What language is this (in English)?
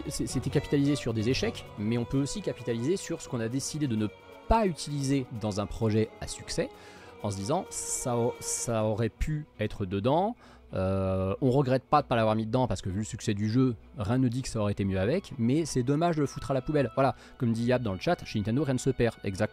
French